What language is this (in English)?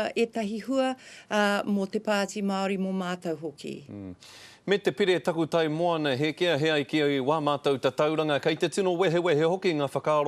Māori